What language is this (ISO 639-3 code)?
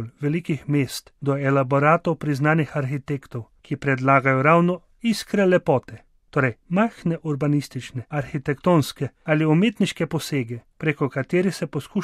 slv